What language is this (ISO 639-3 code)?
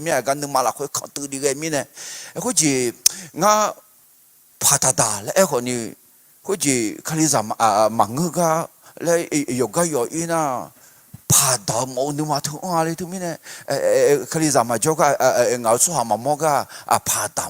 ahk